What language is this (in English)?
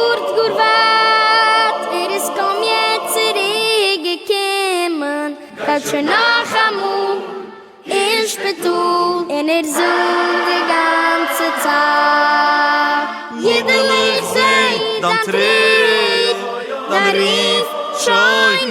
Yiddish